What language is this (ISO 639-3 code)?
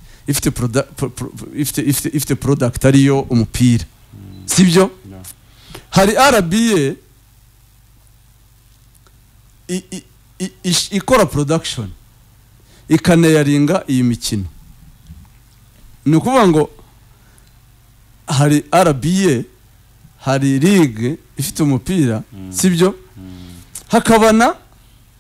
kin